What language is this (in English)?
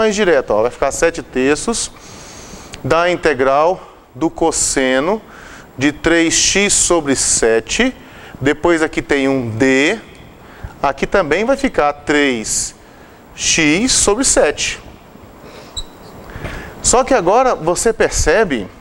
Portuguese